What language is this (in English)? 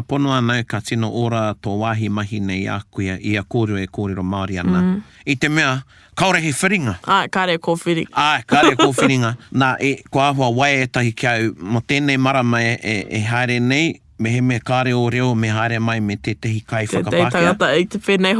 Māori